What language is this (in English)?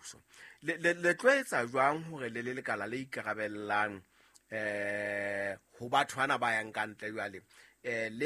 Southern Sotho